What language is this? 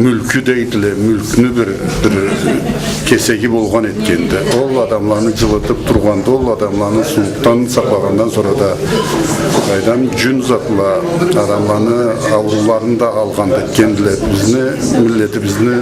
Karachay-Balkar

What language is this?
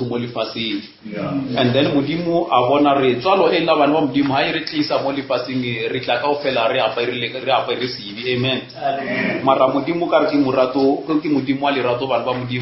Northern Sotho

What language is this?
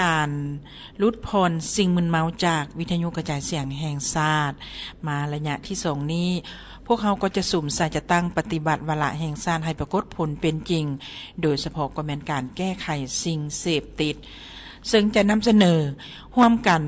Lao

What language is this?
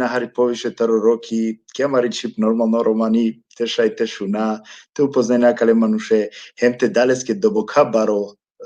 Balkan Romani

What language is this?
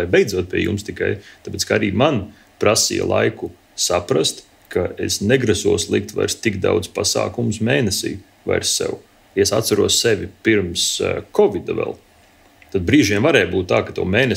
Latvian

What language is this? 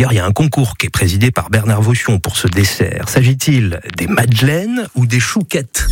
French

